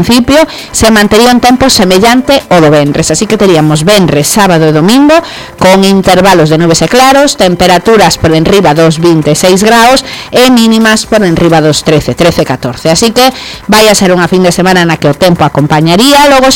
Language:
Galician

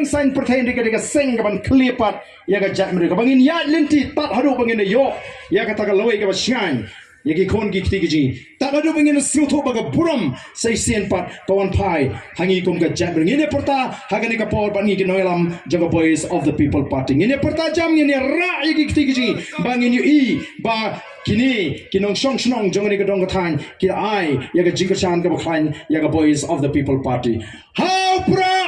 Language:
Khasi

